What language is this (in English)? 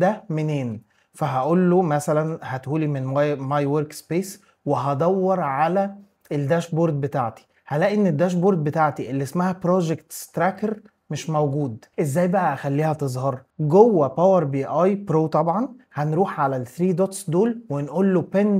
Egyptian Arabic